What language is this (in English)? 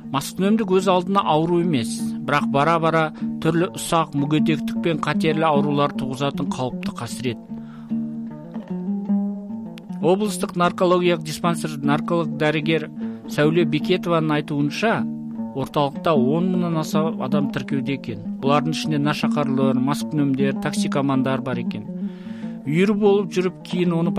Kazakh